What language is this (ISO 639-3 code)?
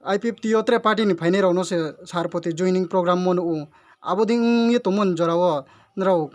ria